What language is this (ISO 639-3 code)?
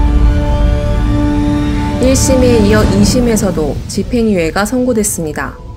kor